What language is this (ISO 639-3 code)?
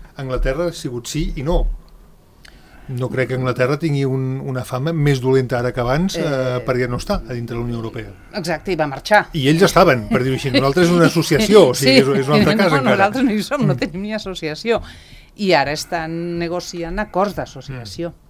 cat